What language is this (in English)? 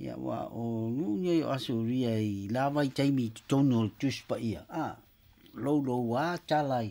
Samoan